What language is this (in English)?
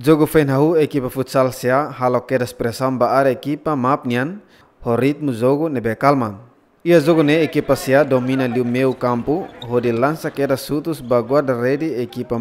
Tetum